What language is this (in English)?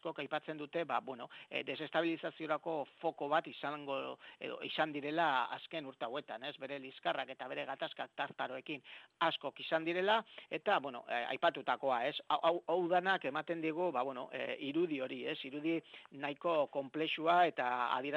Basque